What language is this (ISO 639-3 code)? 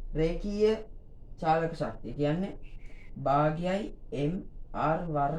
sin